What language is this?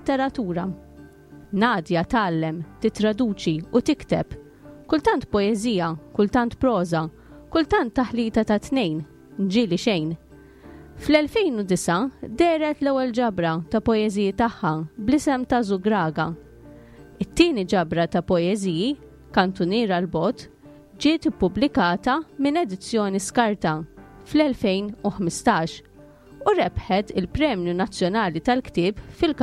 Maltese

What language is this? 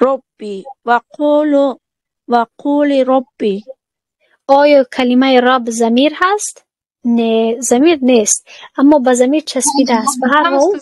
Tajik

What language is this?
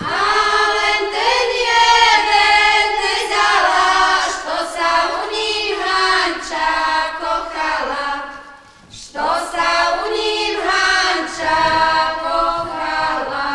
Rusyn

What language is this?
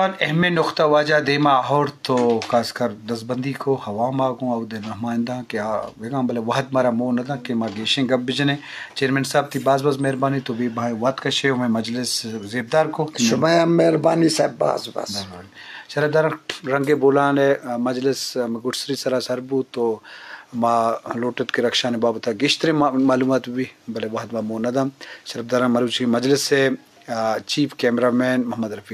Eastern Balochi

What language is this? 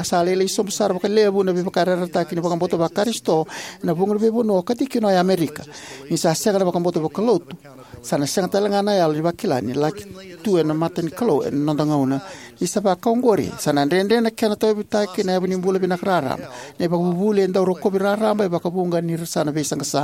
Fijian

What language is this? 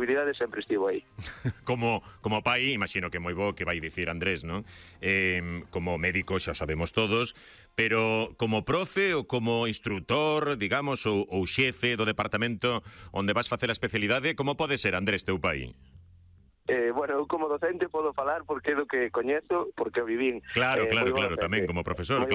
Galician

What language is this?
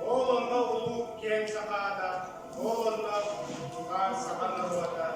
Yakut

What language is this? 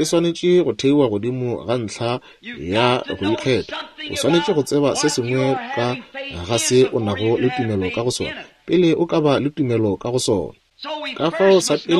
Northern Sotho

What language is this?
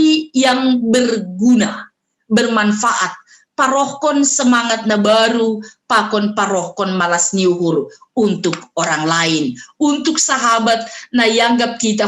Batak Simalungun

